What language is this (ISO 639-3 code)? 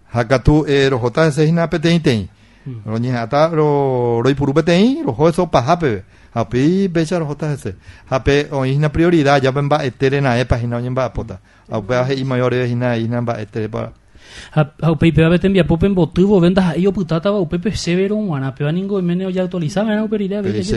grn